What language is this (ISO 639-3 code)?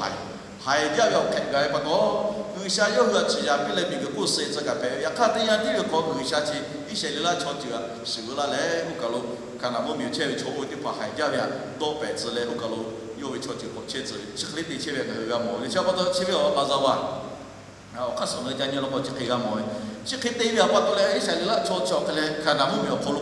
lhu